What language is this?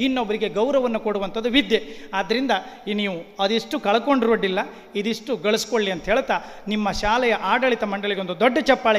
Kannada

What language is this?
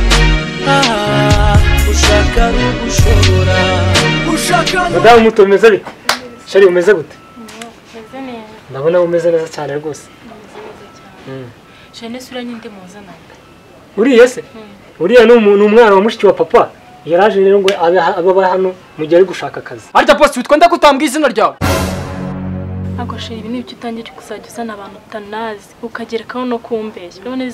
Kinyarwanda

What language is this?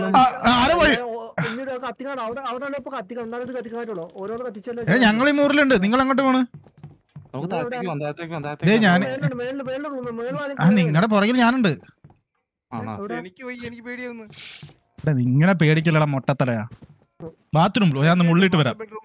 Malayalam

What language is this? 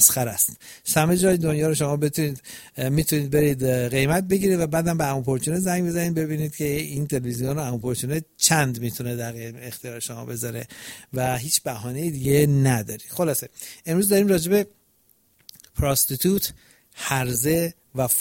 Persian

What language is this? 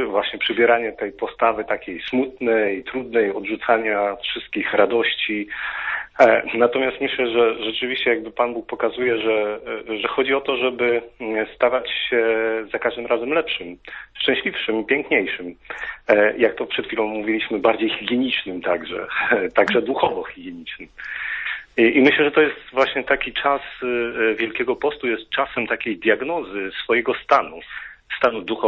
Polish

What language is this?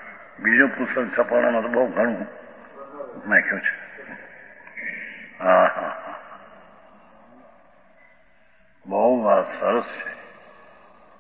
Gujarati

